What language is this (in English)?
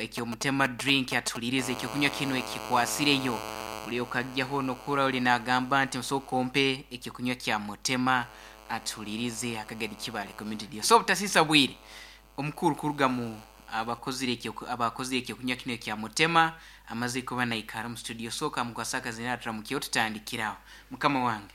Nyankole